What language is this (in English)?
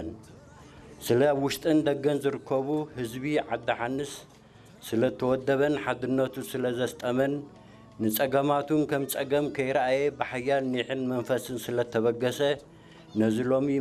Tigrinya